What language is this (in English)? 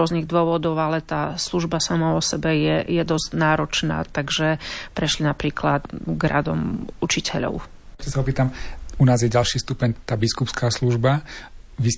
Slovak